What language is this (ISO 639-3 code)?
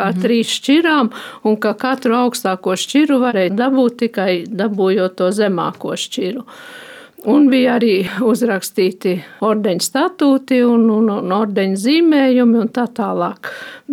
lav